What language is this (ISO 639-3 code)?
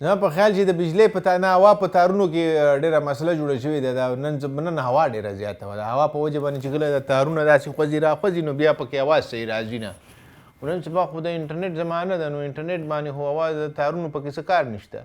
pus